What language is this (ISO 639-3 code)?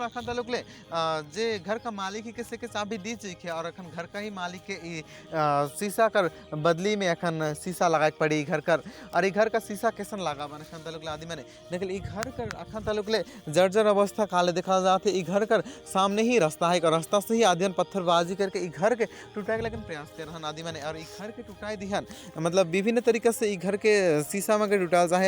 sck